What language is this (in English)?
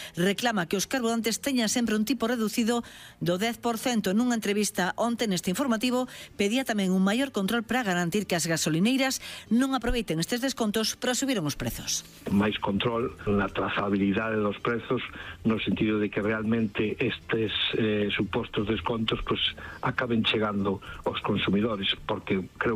Galician